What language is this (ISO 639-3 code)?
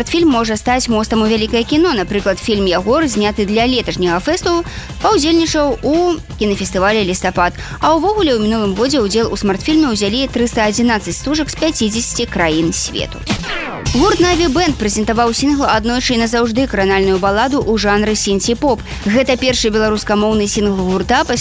bel